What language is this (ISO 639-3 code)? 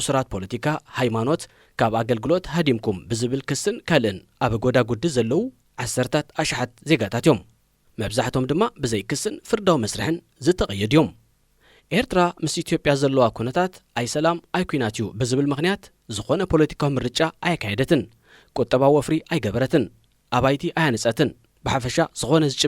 tir